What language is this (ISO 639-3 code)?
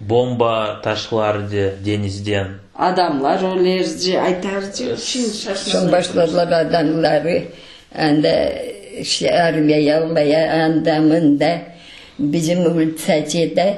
crh